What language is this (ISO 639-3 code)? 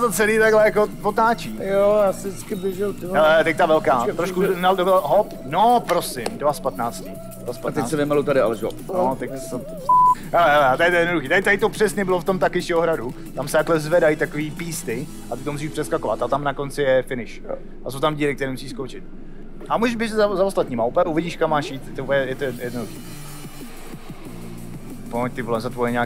ces